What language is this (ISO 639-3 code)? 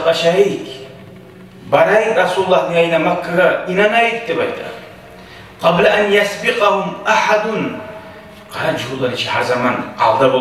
kum